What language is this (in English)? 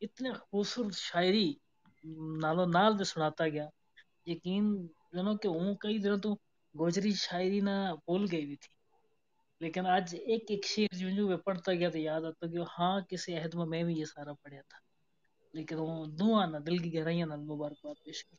Gujari